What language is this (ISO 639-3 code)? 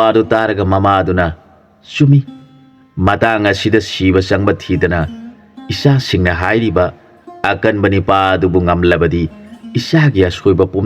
mni